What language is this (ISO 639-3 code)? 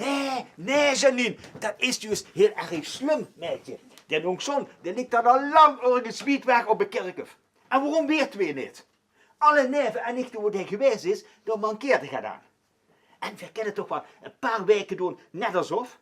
lim